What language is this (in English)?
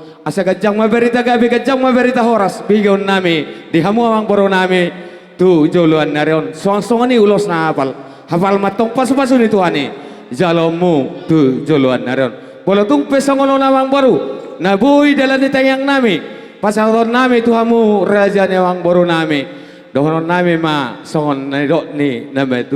Batak Toba